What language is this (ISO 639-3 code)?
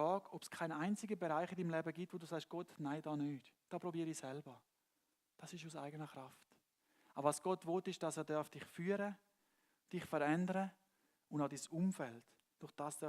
gsw